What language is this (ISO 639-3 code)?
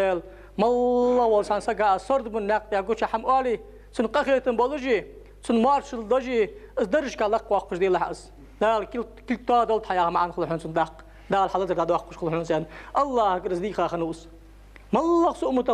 inh